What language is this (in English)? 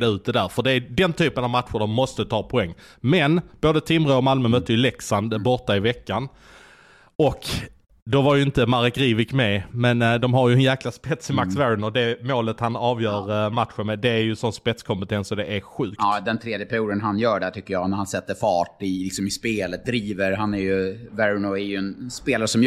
Swedish